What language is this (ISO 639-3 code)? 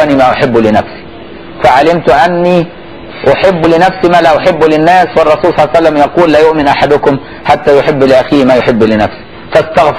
ara